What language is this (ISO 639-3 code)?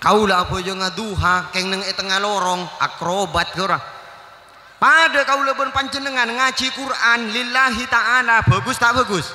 mad